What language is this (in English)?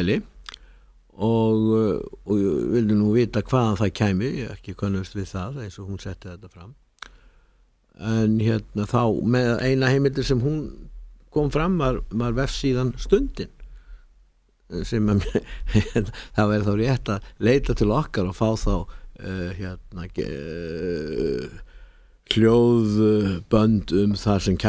Icelandic